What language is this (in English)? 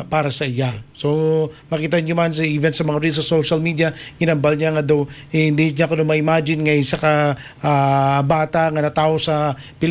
Hiligaynon